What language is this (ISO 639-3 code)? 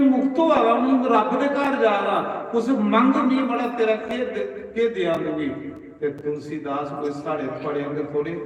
doi